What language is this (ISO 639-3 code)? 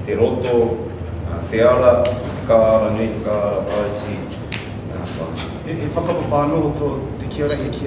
mri